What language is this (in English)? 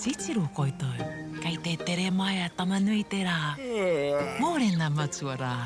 Māori